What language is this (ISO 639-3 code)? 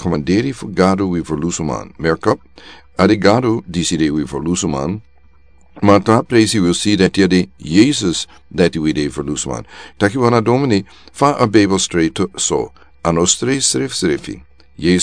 srn